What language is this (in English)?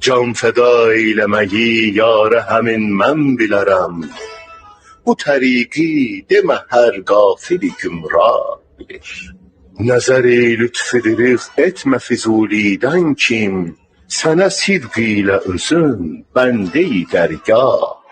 South Azerbaijani